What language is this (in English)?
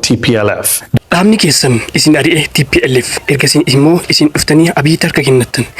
Oromo